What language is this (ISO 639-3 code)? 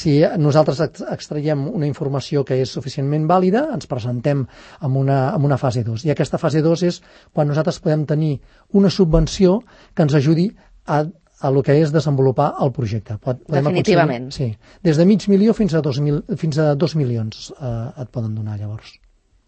cat